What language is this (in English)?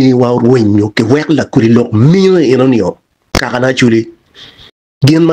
Acoli